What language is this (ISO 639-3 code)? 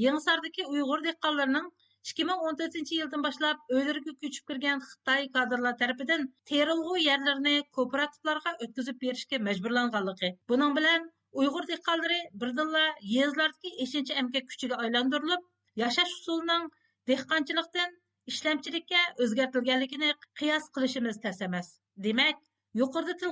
uig